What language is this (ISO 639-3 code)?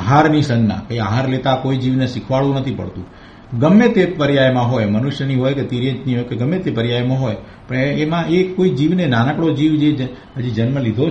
guj